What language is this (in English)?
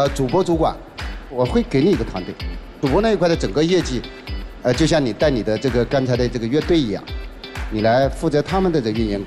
Chinese